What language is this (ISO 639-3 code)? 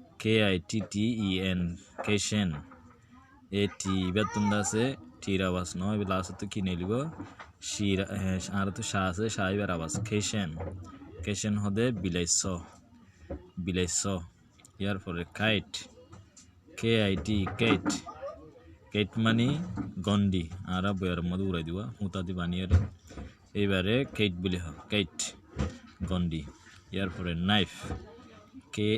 rhg